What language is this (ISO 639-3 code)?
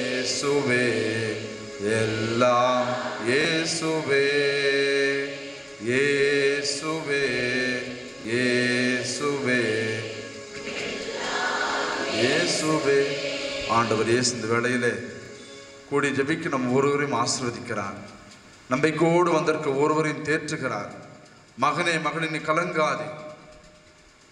tam